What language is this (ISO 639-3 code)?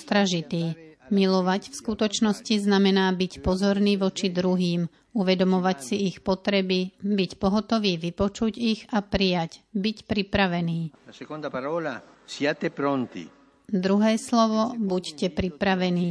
slk